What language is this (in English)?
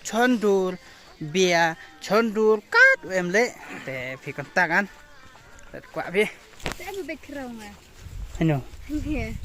Khasi